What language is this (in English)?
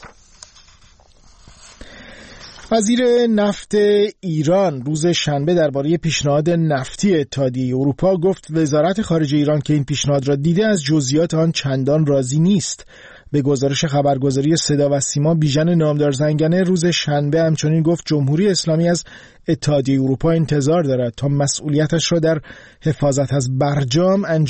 Persian